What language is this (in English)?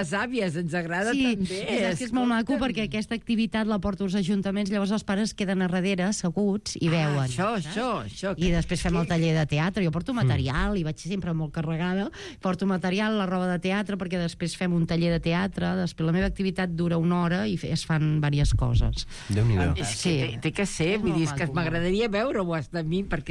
Catalan